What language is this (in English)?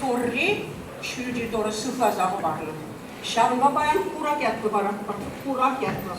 Chuvash